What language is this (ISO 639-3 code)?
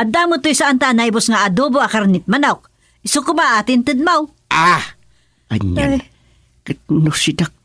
ilo